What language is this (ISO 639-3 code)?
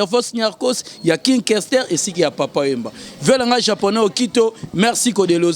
lin